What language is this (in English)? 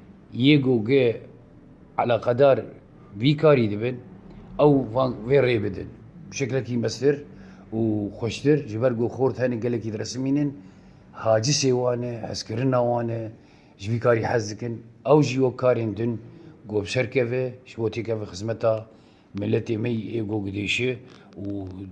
Kurdish